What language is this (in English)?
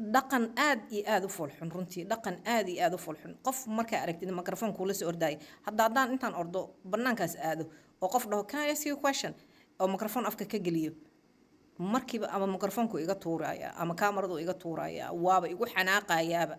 Somali